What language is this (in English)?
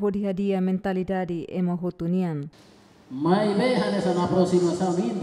Tetum